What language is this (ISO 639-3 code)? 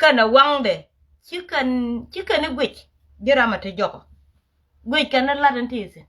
nus